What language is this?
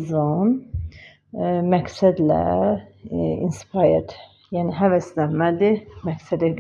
Azerbaijani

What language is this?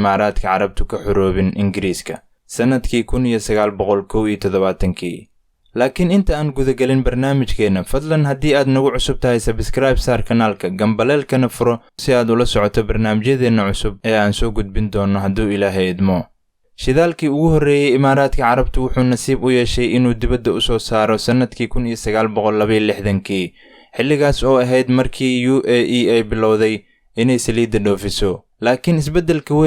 Somali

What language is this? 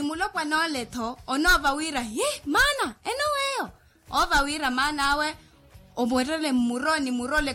Makhuwa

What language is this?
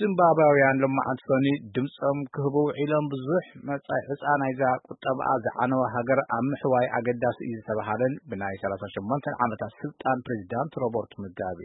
Tigrinya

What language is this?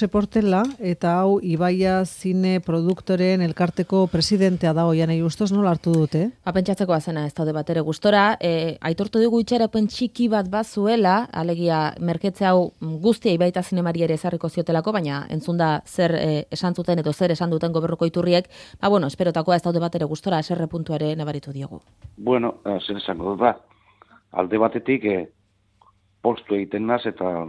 Basque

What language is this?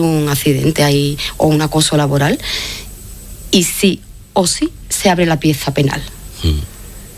Spanish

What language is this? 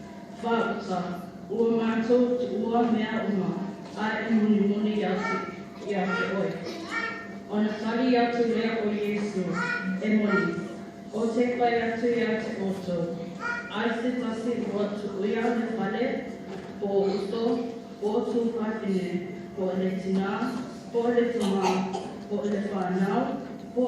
Samoan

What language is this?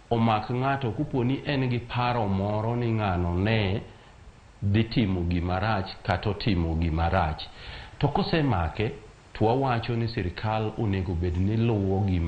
Luo (Kenya and Tanzania)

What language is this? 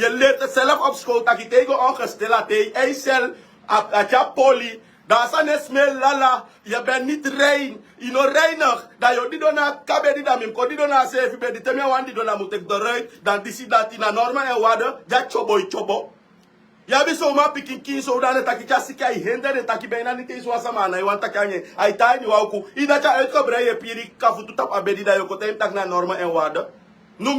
Sranan Tongo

